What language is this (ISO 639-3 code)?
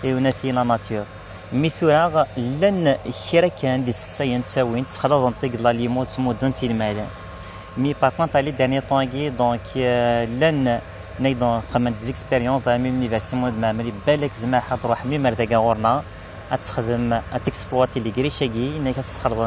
kab